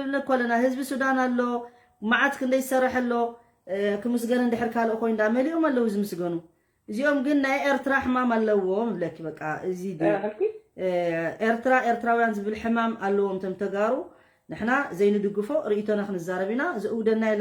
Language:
Tigrinya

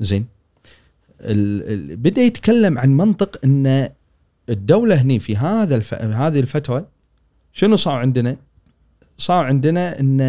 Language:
Gulf Arabic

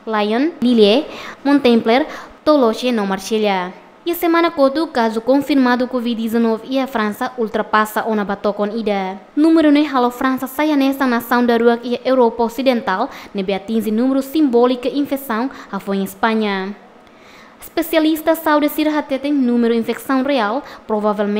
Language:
Tetum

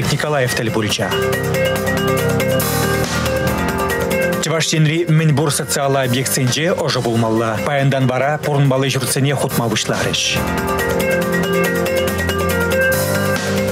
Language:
Chuvash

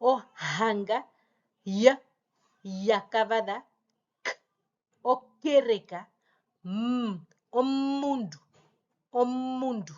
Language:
Herero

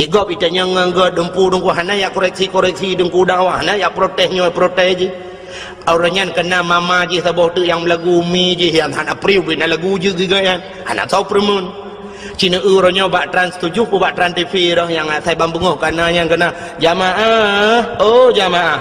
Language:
Achinese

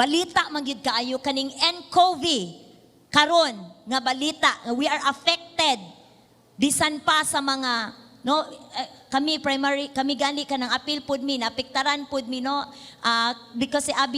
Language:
Cebuano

